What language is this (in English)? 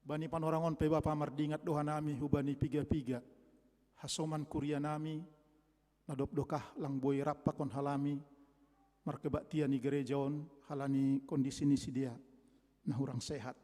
Batak Simalungun